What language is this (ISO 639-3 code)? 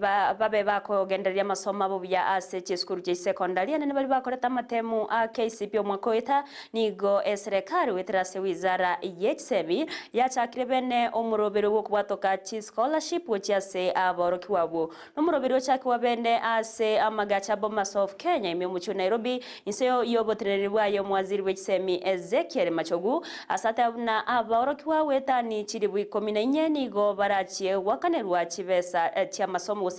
guz